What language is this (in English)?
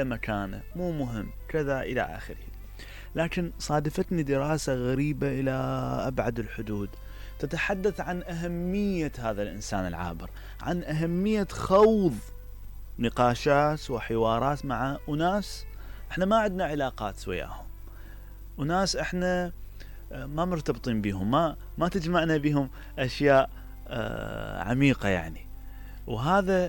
Mesopotamian Arabic